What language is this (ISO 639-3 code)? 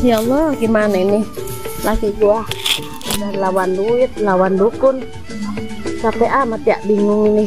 bew